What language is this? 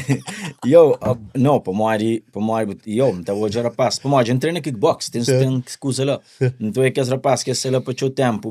Kabuverdianu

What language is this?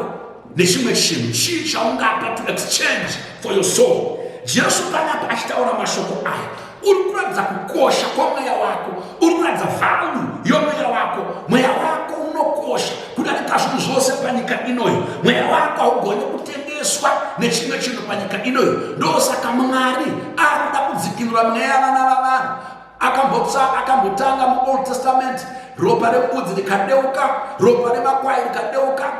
Shona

